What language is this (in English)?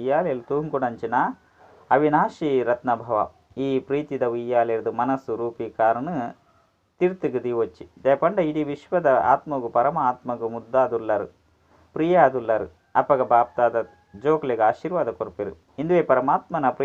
Tulu